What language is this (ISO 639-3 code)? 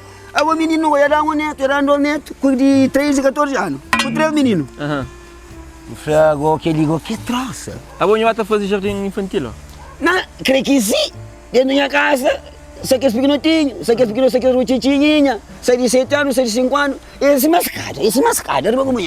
kea